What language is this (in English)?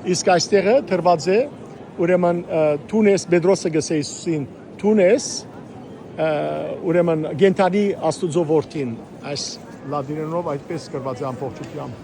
Western Armenian